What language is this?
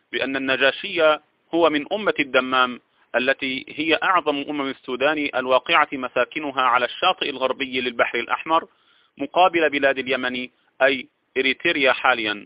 Arabic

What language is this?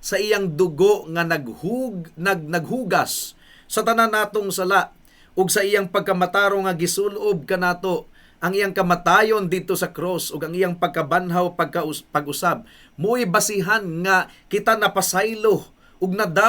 Cebuano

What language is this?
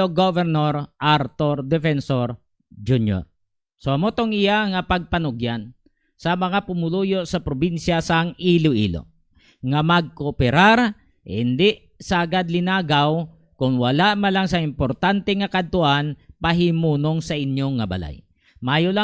Hiligaynon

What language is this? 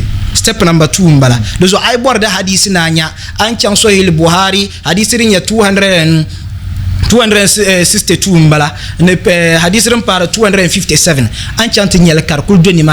Dagbani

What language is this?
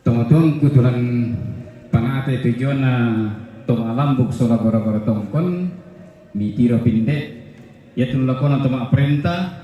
Toraja-Sa'dan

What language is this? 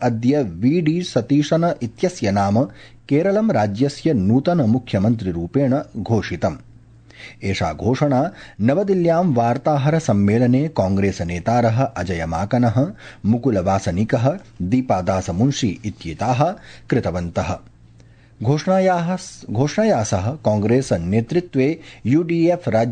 Sanskrit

